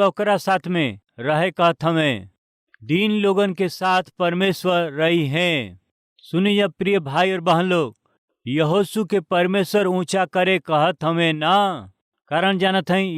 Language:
Bhojpuri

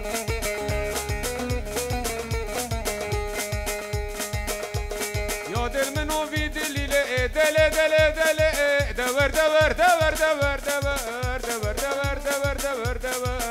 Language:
Persian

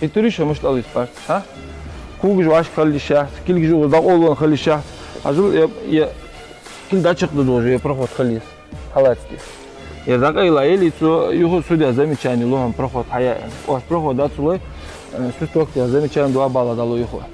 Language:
Ingush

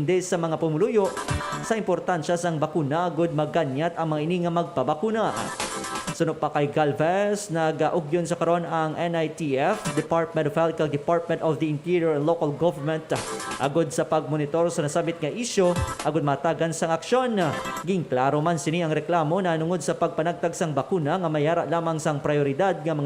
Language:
Hiligaynon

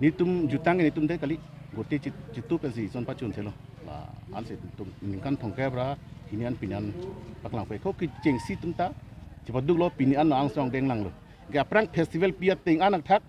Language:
Karbi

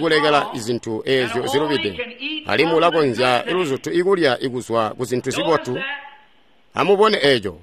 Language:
Tonga (Zambia)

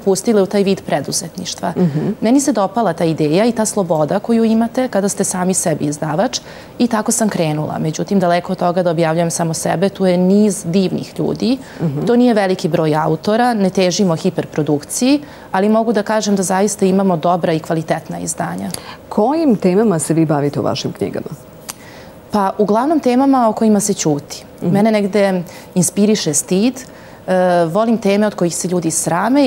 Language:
Serbian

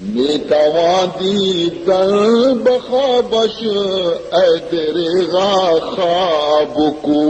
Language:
Baluchi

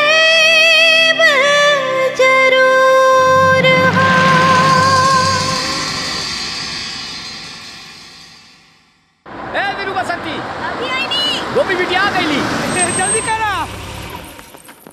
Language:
Bhojpuri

